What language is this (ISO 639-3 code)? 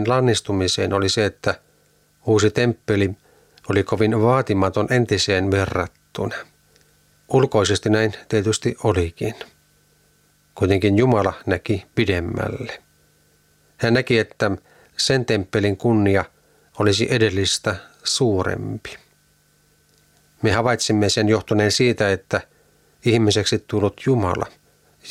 fin